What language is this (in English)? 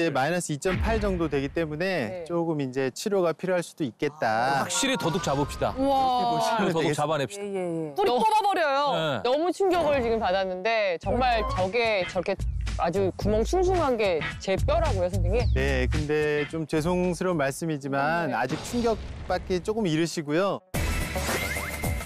Korean